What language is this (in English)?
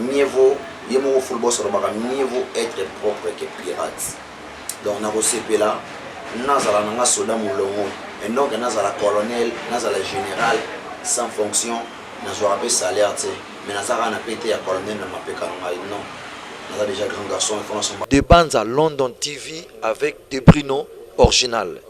Lingala